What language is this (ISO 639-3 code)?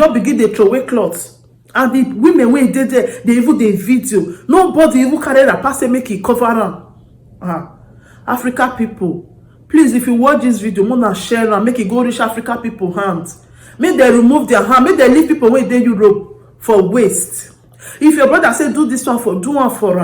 pcm